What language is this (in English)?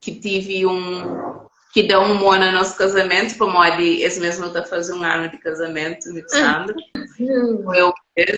Kabuverdianu